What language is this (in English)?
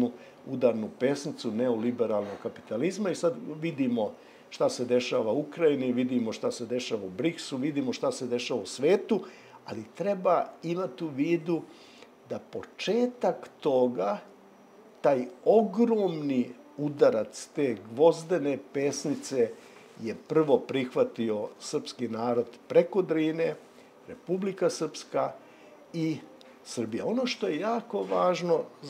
Serbian